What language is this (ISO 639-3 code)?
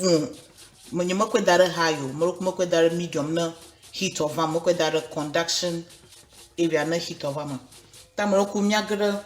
ewe